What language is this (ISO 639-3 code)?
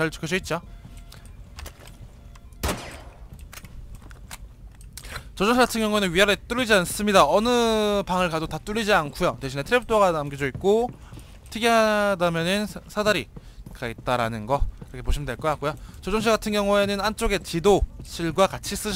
kor